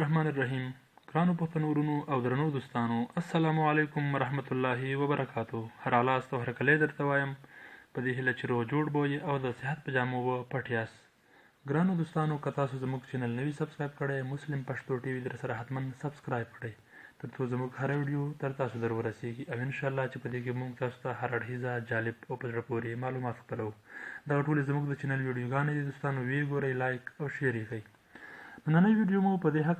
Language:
Pashto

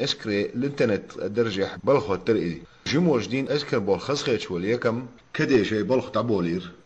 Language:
Chechen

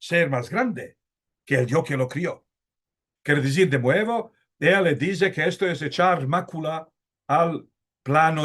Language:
Ladino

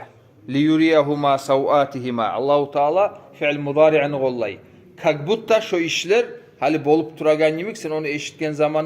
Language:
Kumyk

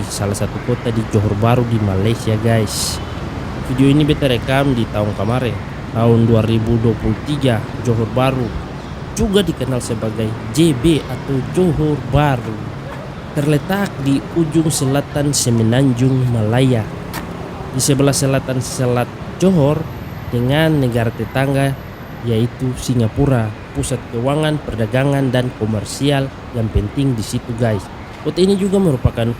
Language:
Ambonese Malay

